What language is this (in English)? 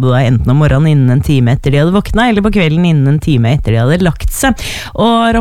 Norwegian